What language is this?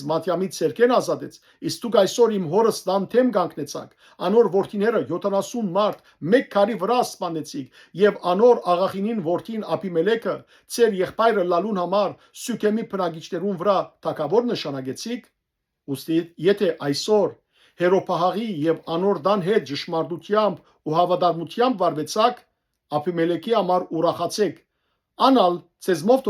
Western Armenian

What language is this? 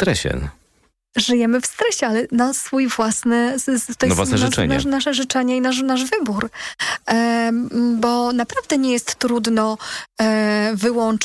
Polish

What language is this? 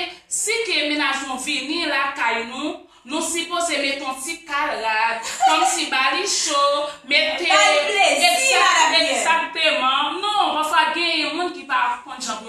Haitian Creole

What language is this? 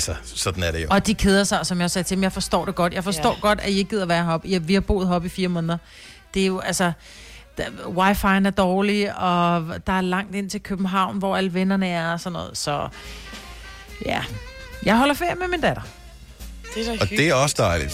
Danish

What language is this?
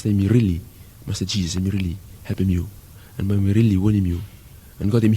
Bislama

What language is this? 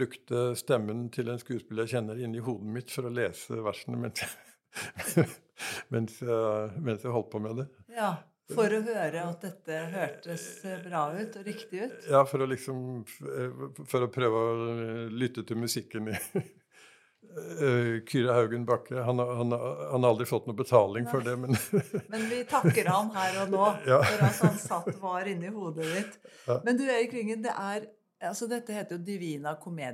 Norwegian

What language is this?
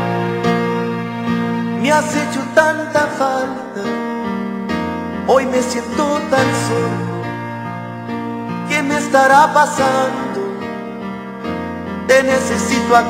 Spanish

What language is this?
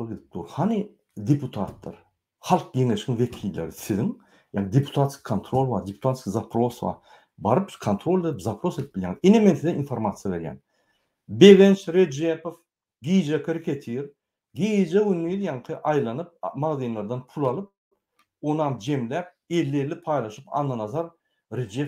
Turkmen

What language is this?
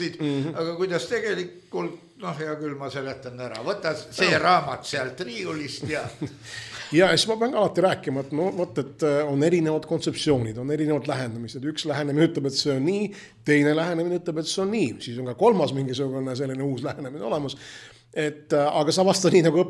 Estonian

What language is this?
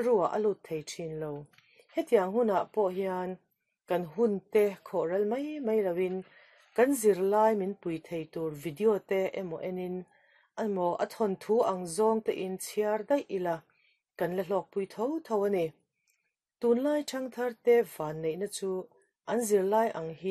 Mizo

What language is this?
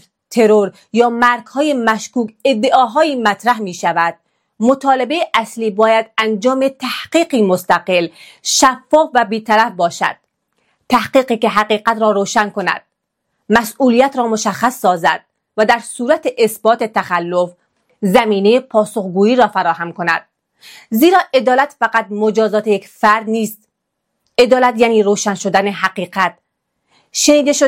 Persian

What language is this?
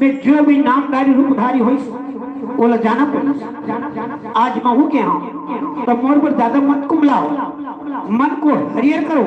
Chhattisgarhi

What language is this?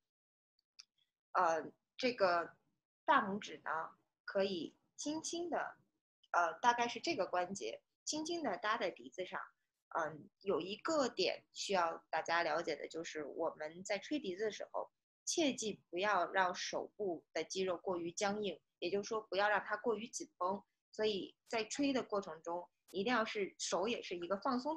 Chinese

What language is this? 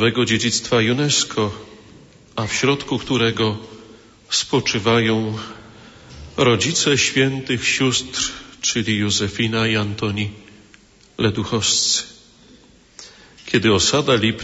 Polish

